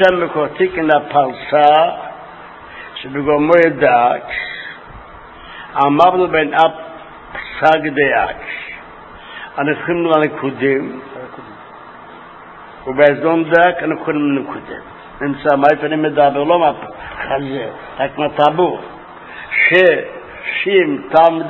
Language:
Hebrew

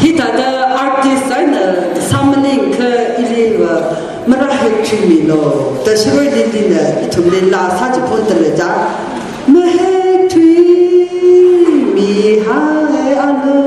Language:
Tangkhul Naga (India)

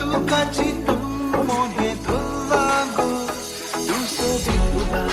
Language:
Konkani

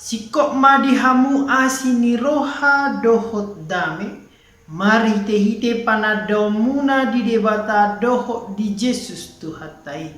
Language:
Batak Toba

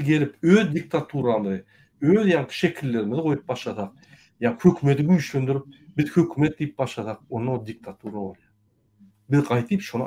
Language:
Turkmen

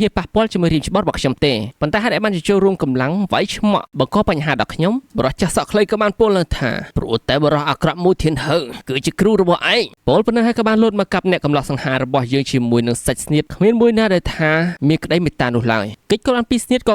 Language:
Khmer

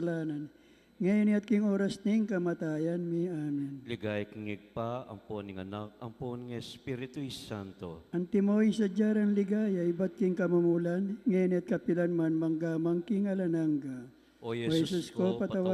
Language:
Pampanga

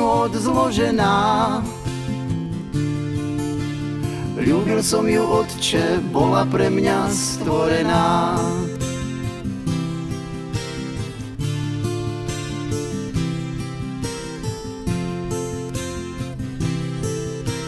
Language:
Slovak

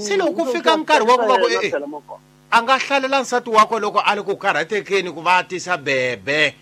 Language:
Tsonga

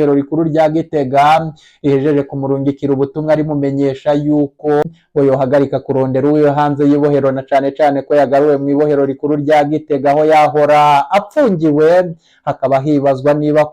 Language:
Rundi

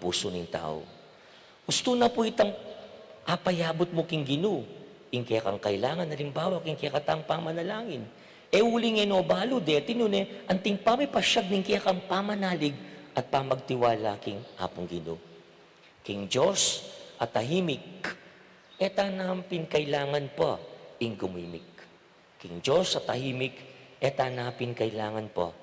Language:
Pampanga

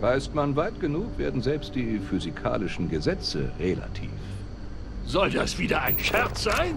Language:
Bavarian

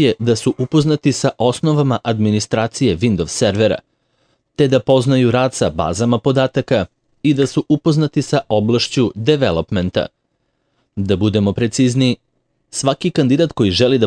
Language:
Serbian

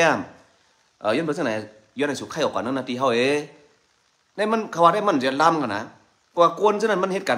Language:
Shan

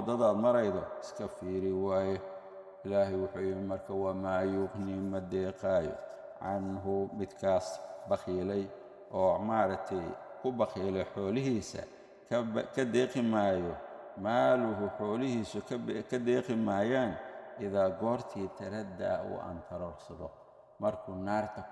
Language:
Somali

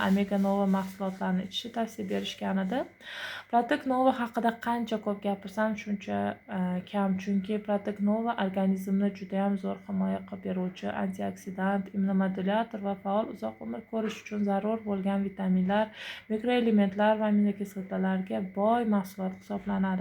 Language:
Uzbek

